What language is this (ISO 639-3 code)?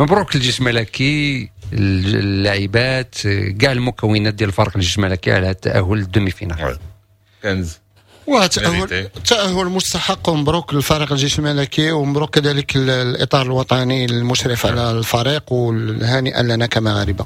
ary